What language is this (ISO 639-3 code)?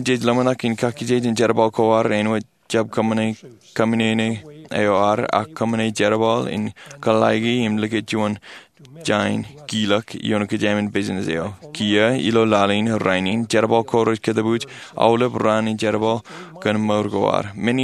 mah